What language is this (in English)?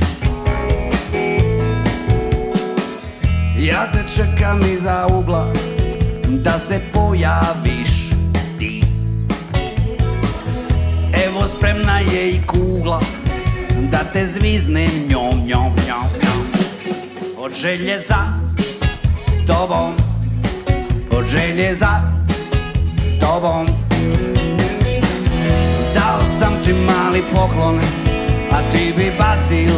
Serbian